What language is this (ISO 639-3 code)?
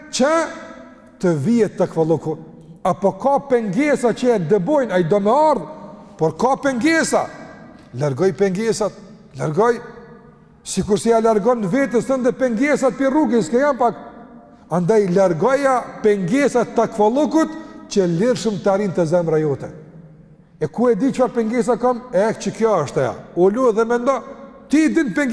sqi